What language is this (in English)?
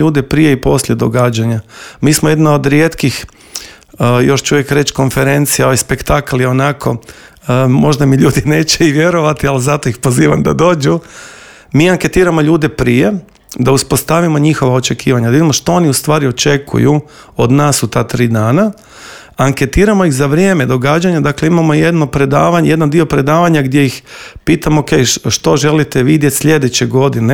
Croatian